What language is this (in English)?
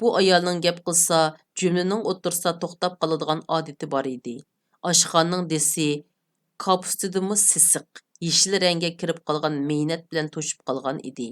Uyghur